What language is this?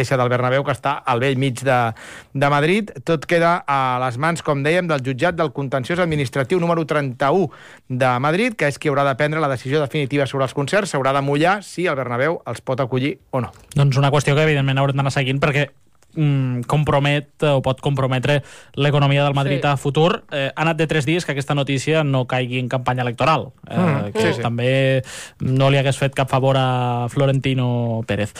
Catalan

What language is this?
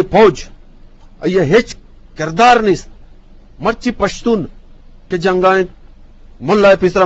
Eastern Balochi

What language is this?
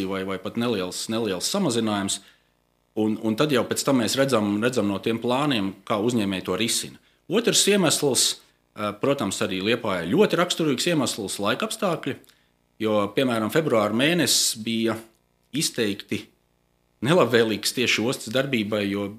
Latvian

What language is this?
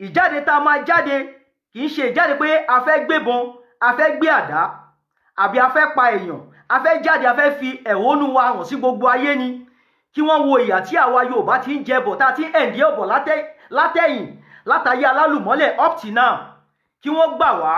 Yoruba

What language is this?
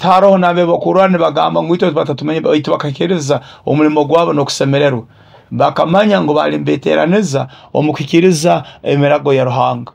Nyoro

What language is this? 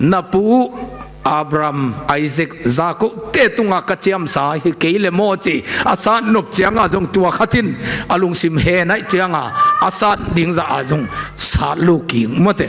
Tedim Chin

